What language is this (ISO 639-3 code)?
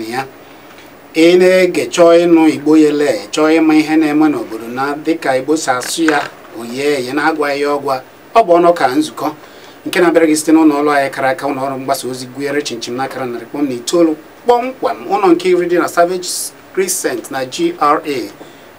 ibo